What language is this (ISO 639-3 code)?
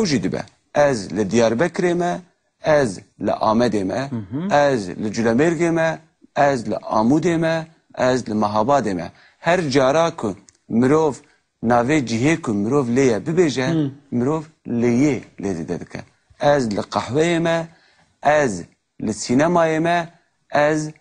kur